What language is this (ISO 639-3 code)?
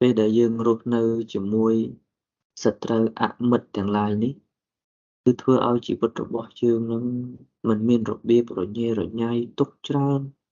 khm